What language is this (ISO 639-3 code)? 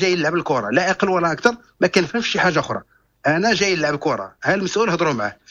ary